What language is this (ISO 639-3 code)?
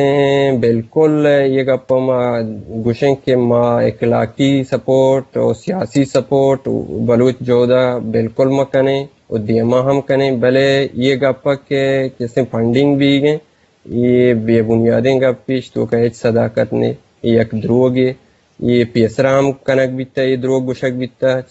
bgp